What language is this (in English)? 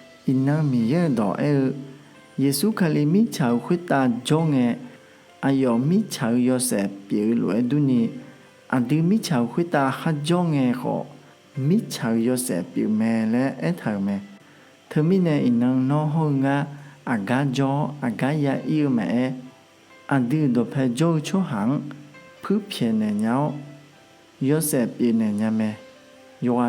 Akha